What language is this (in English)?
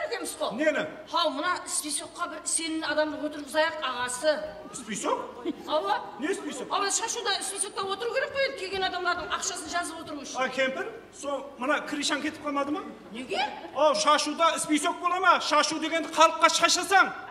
Kara-Kalpak